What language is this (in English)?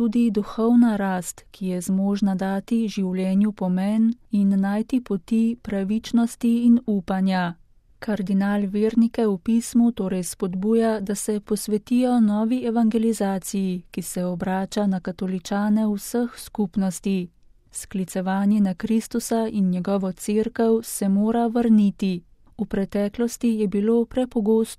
Slovenian